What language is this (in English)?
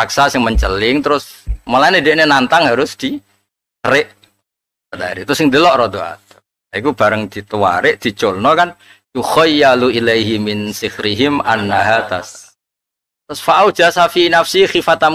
Javanese